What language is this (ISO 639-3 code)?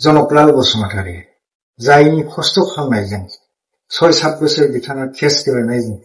brx